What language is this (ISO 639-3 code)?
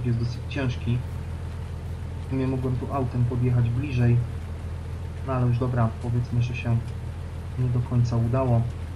pol